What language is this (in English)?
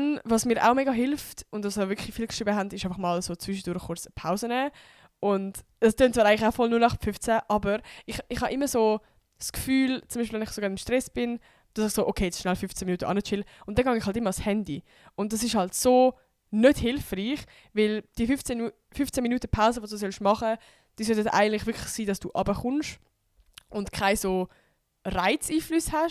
Swiss German